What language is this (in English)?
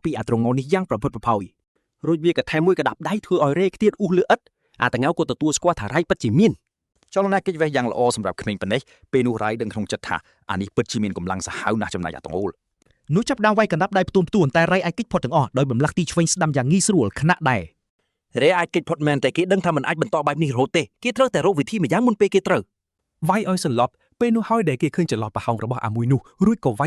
Khmer